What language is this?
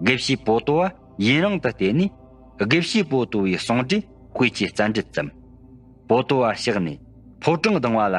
Tibetan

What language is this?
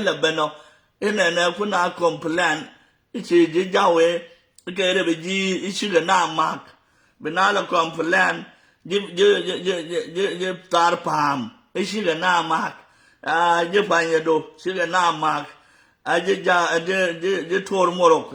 Nuer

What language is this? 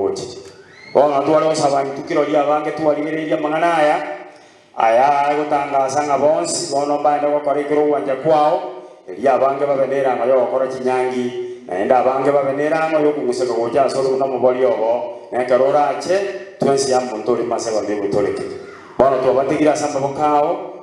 Gusii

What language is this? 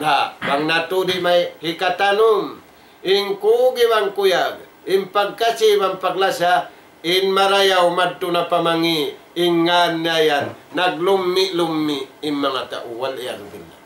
Tausug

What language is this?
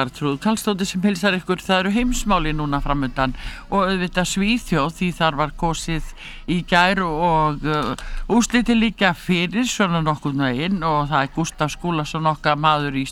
Icelandic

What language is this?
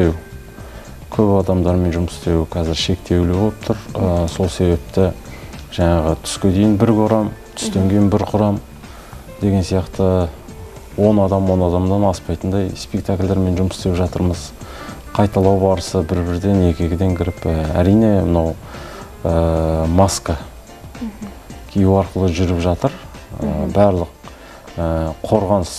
Kazakh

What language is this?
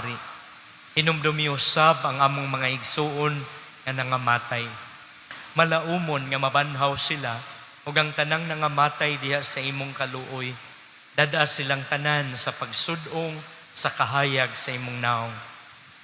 Cebuano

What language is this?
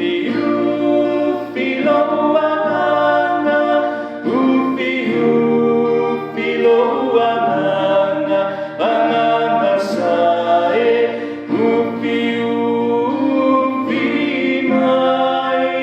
Samoan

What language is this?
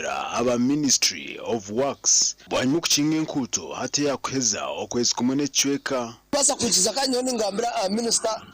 Nyankole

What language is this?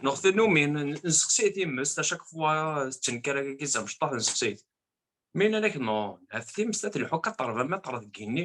Kabyle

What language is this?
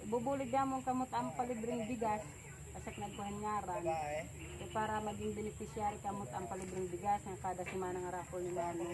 Waray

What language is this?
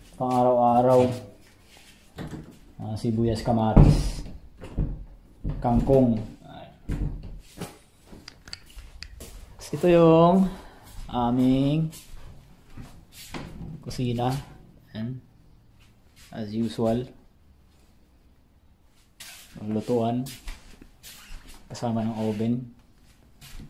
Filipino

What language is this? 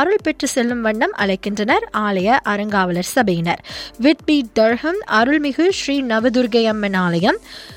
Tamil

